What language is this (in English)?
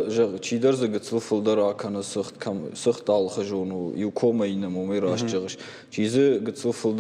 Ossetic